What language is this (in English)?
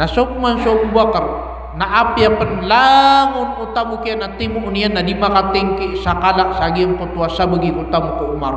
Maranao